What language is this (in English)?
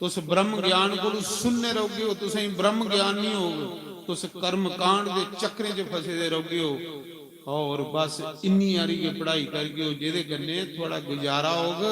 Dogri